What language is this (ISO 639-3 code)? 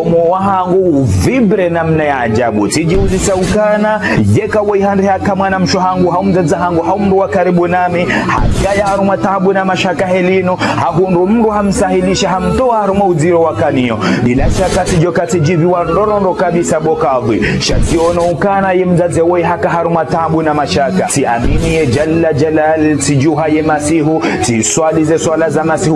zdj